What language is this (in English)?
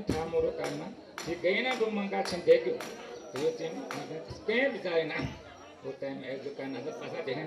Newari